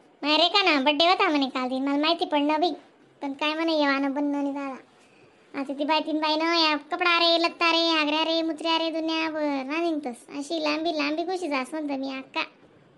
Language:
Khandesi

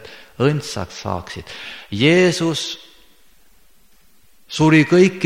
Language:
Estonian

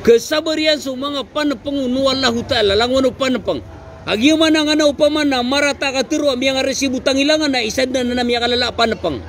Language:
Maranao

